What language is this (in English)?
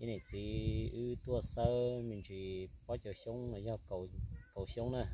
Hmong